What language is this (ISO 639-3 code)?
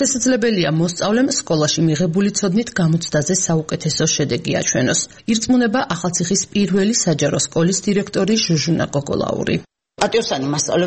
kat